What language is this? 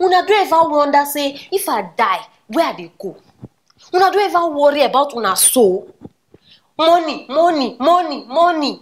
Nigerian Pidgin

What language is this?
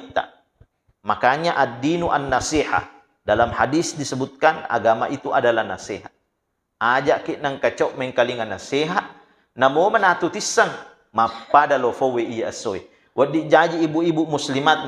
Buginese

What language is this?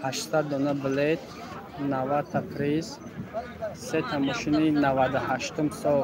Tajik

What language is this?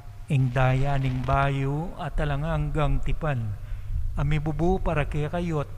Pampanga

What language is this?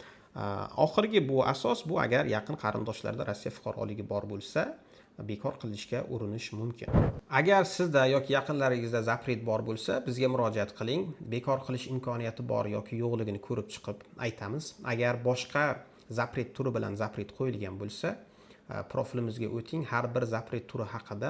Uzbek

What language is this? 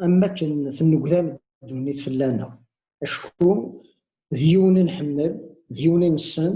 Kabyle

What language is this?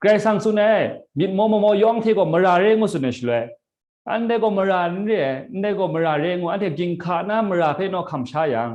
Kachin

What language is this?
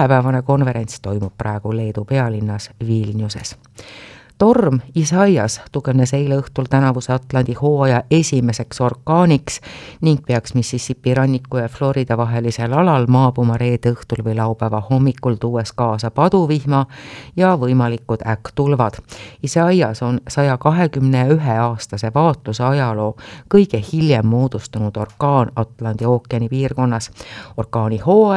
Estonian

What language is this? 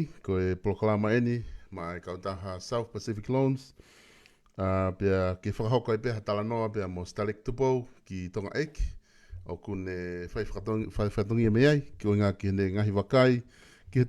Tongan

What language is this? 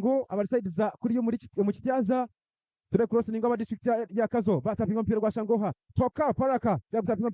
Nyankole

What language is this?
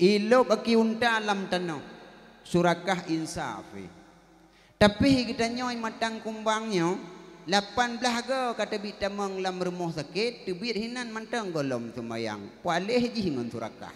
Achinese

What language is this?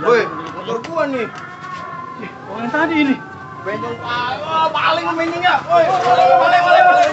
Betawi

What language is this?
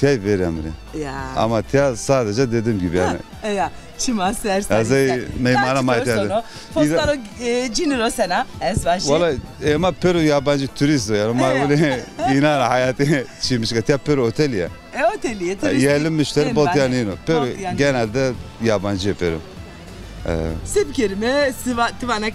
Zaza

